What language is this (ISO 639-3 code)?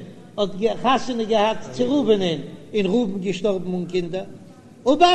yid